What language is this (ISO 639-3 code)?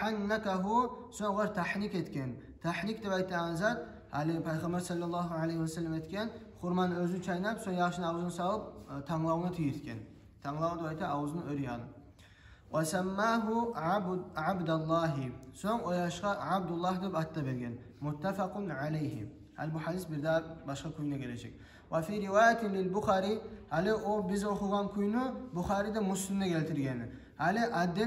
kum